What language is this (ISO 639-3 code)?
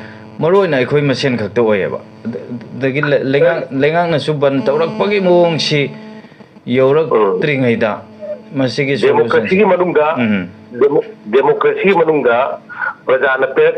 mni